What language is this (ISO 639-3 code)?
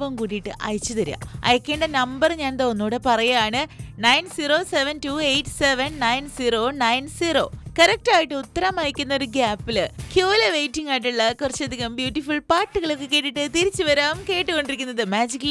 mal